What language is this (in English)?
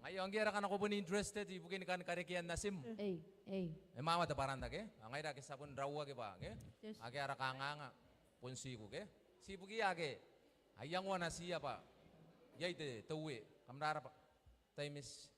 Gilbertese